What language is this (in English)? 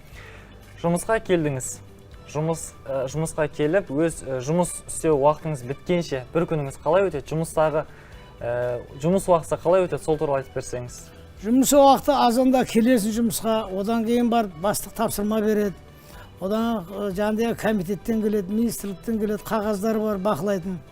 Kazakh